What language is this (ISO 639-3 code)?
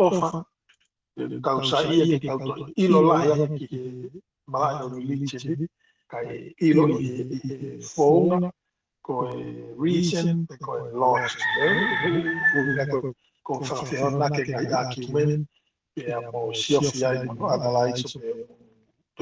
ton